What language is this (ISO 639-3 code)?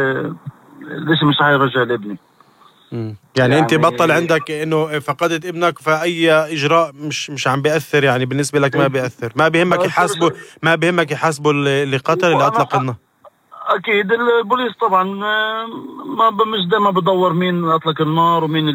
apc